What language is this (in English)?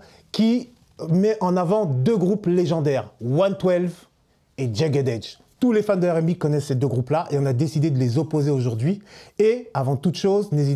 French